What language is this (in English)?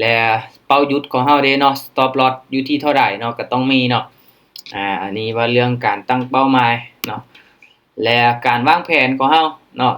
Lao